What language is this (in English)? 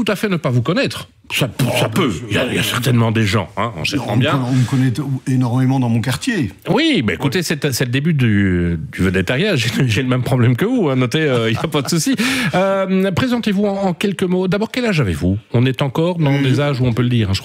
French